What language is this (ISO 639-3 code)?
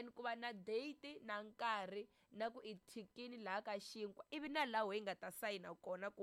tso